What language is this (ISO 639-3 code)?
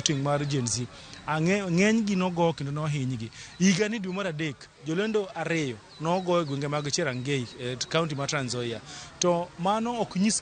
luo